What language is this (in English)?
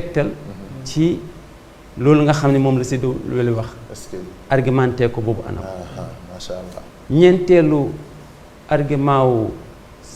Wolof